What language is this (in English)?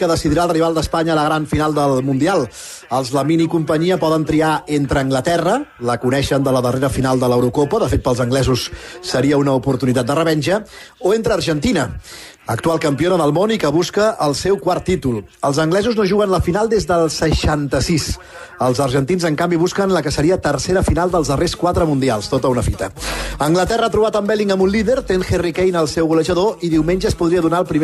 Catalan